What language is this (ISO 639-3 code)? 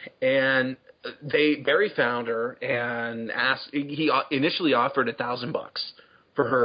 eng